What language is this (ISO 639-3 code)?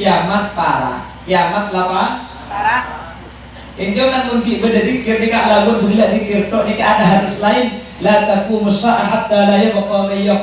mad